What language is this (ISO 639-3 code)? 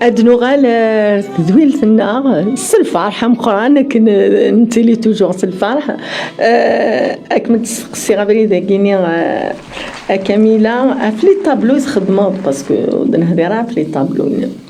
kab